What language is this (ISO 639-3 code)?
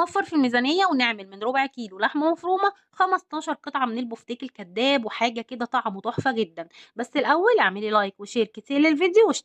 arz